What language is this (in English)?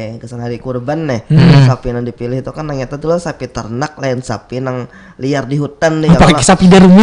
Banjar